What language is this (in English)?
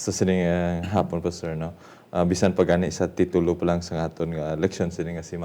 Hiligaynon